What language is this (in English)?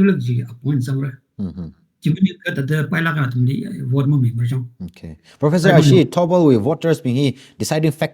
Tangkhul Naga (India)